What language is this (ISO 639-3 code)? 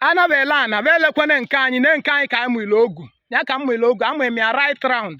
ibo